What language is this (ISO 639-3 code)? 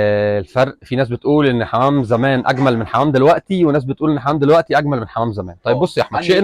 arz